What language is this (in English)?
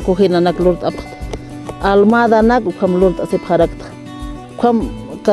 Aymara